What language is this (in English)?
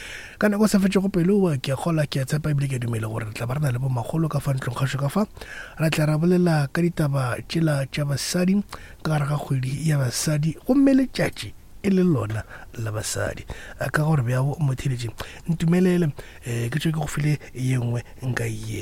Northern Sotho